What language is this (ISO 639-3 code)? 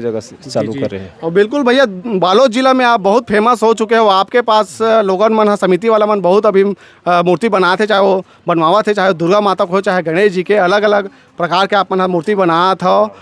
hne